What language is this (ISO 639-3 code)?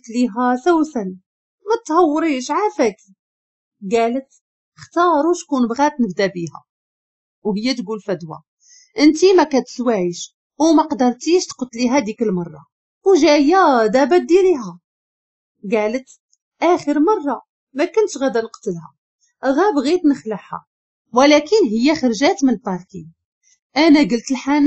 ary